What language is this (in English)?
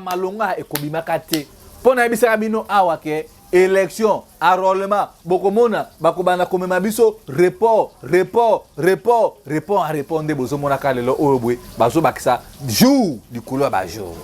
Lingala